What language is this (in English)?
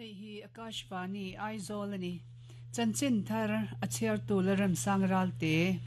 Mizo